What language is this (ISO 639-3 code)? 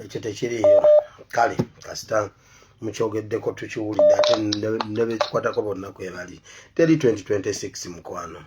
lug